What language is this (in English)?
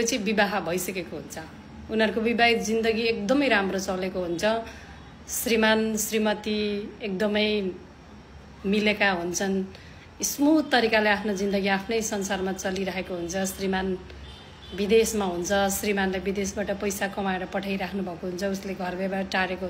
Nepali